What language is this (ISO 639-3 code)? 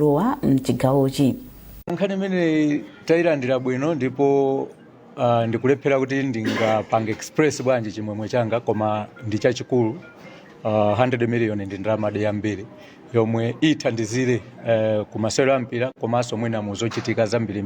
nya